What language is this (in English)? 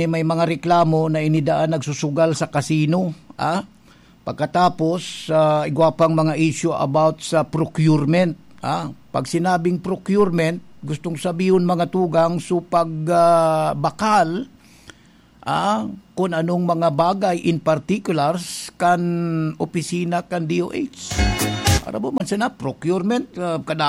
Bikol